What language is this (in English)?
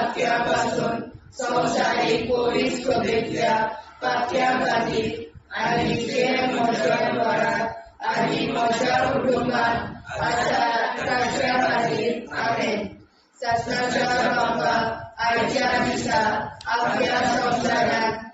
Konkani